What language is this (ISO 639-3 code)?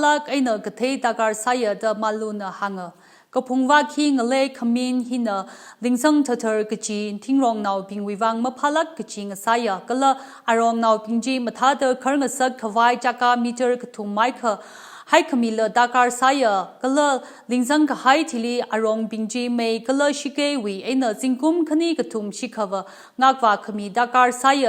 nmf